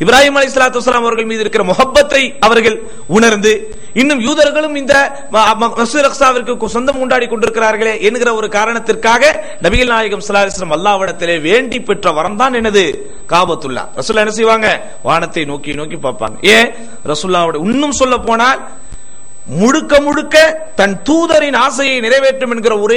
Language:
Tamil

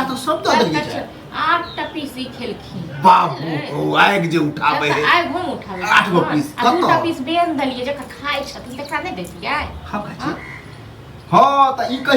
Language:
Maithili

